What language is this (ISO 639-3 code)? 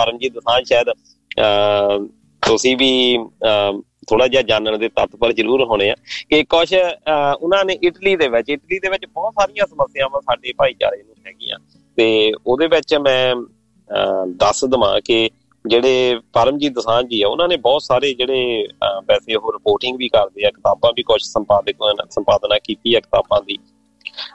pan